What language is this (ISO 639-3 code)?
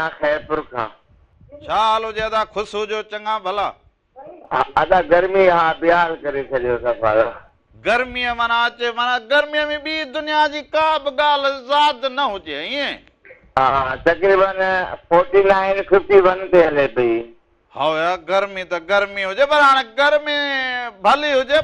snd